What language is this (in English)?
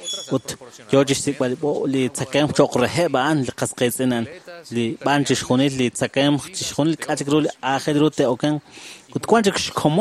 Kekchí